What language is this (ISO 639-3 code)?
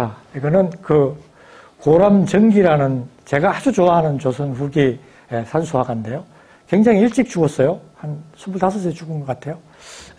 kor